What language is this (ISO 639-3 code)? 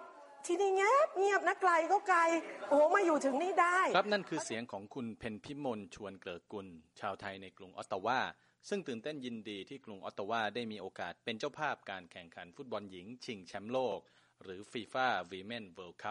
tha